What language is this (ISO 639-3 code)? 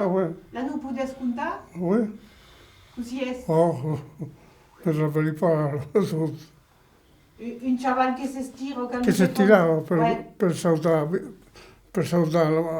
oci